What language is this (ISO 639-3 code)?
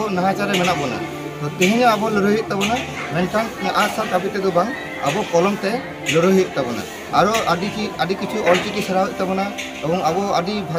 sat